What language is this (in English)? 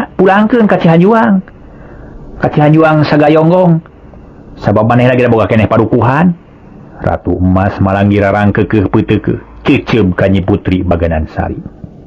Sundanese